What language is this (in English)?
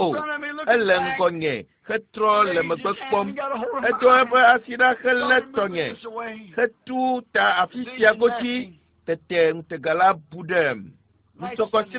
Ewe